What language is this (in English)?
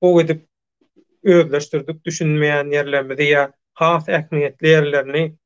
Turkmen